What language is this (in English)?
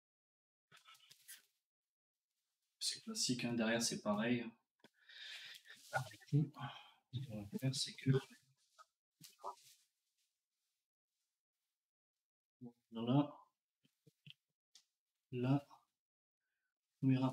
French